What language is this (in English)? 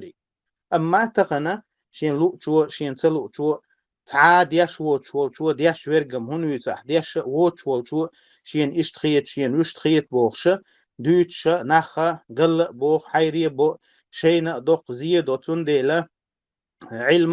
Chechen